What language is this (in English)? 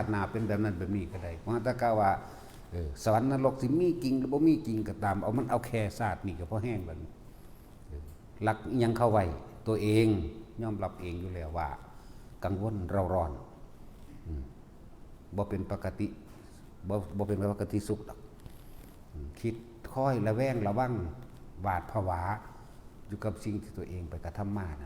Northeastern Thai